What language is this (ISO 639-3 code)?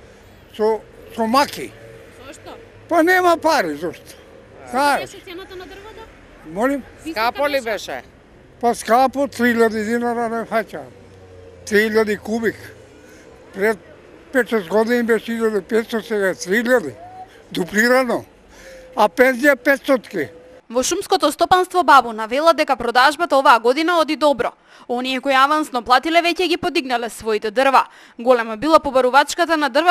mkd